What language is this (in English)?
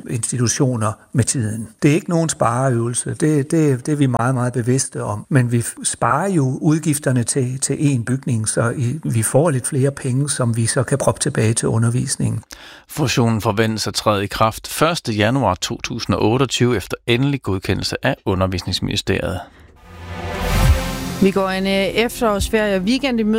Danish